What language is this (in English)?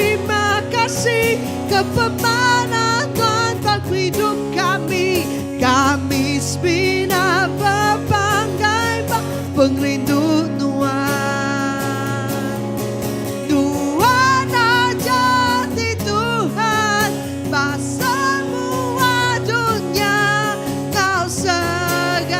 Iban